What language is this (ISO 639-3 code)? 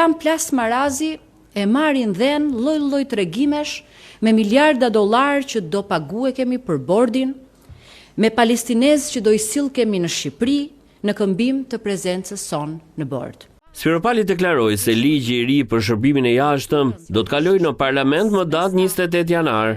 sqi